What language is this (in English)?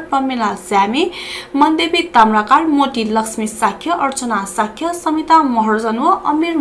Newari